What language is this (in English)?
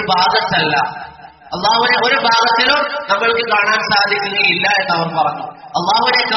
Malayalam